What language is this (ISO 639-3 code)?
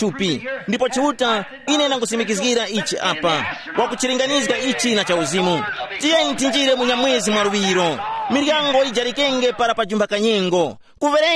tum